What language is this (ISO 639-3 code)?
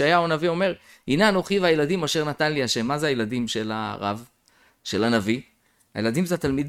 heb